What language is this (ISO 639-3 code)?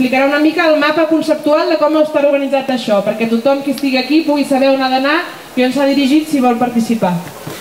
cat